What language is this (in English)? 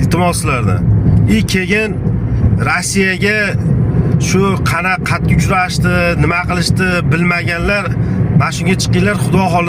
Uzbek